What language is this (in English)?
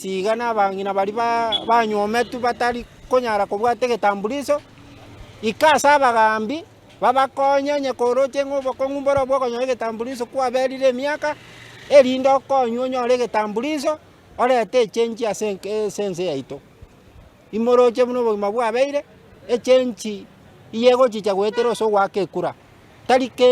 Gusii